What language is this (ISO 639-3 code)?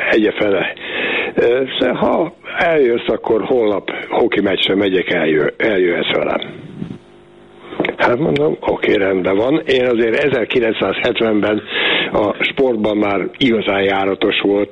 hun